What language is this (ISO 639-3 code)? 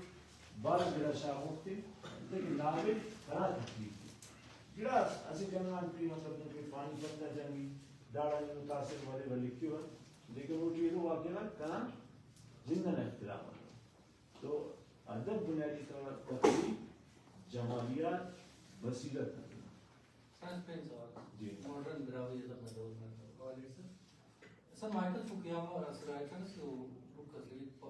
brh